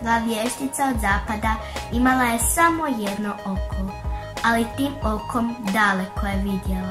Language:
Croatian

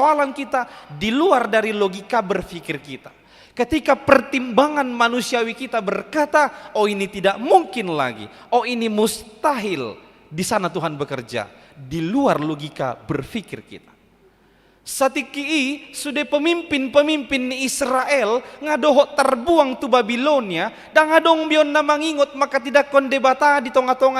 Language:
Batak Toba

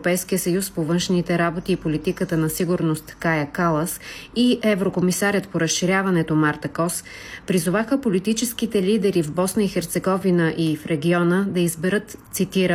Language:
Bulgarian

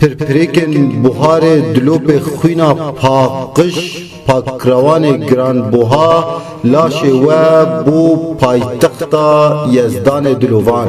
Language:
Kurdish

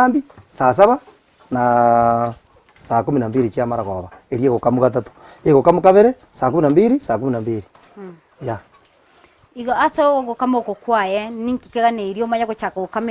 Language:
Gusii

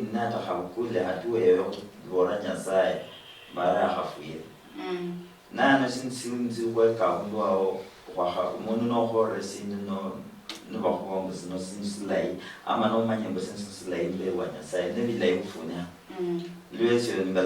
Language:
Luyia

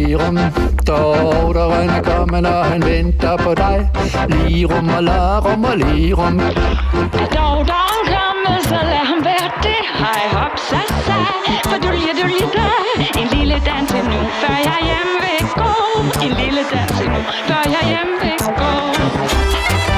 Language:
Danish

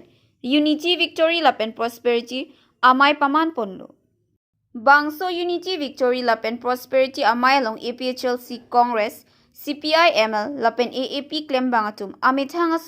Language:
Karbi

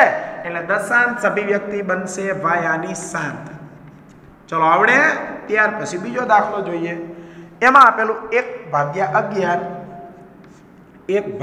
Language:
Gujarati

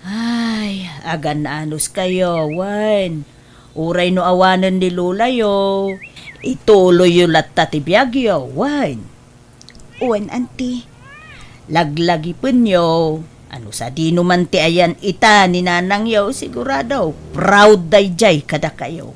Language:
Iloko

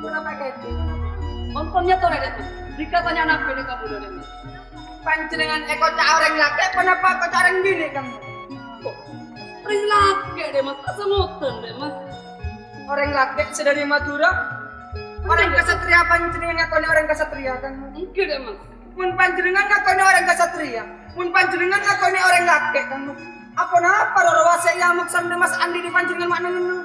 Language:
Madurese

